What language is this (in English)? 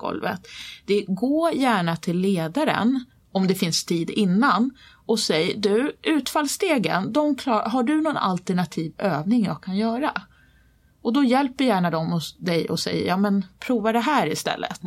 Swedish